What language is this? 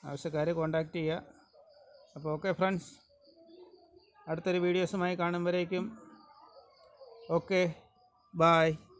Malayalam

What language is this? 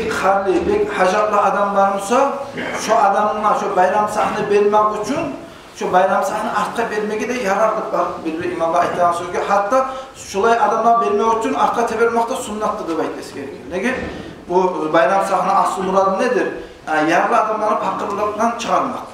Kumyk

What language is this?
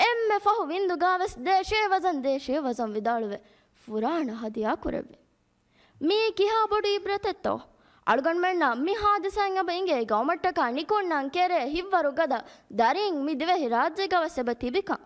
Divehi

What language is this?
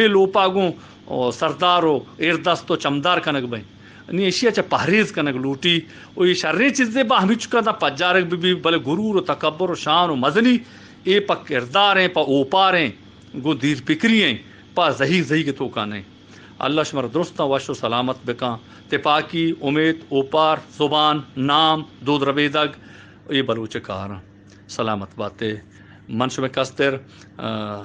Baluchi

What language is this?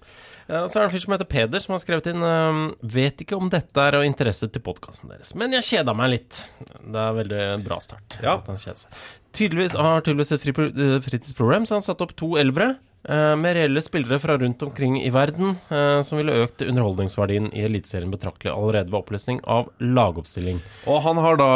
Norwegian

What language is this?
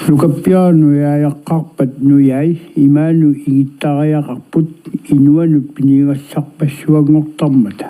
Kalaallisut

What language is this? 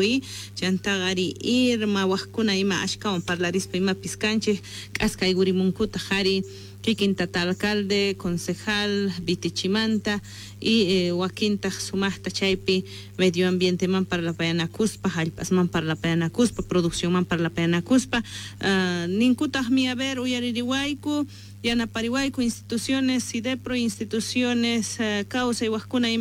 South Bolivian Quechua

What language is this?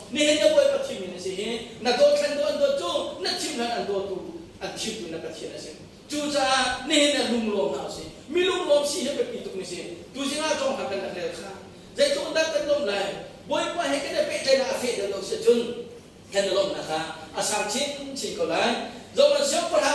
Hakha Chin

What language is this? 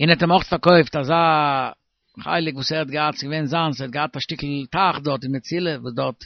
Yiddish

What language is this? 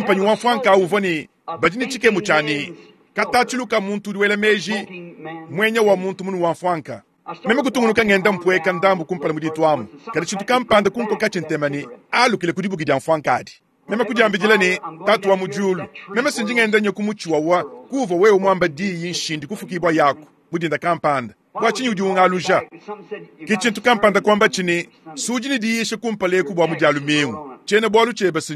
Luba-Lulua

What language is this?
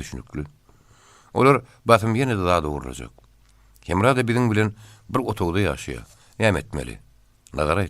Turkmen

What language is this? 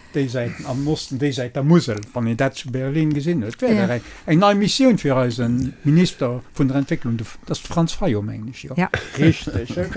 Luxembourgish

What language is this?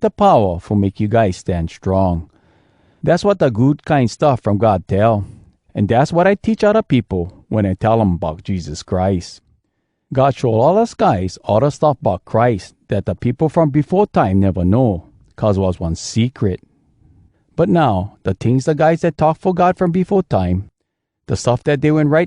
Hawai'i Creole English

